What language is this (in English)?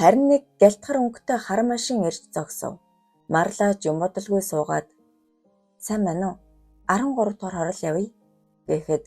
Mongolian